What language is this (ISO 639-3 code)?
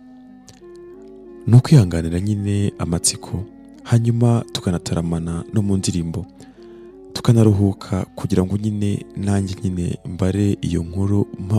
kin